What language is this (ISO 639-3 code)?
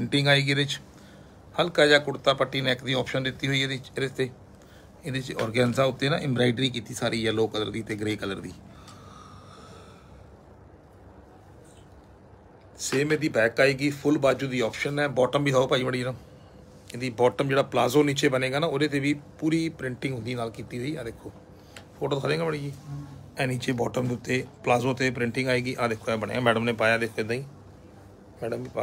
pan